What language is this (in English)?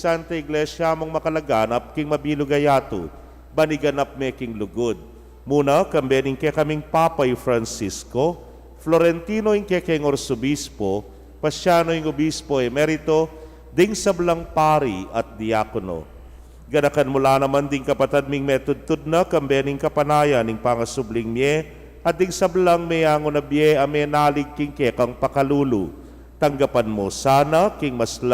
Pampanga